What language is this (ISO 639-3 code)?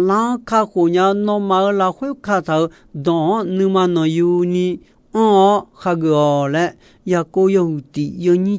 ahk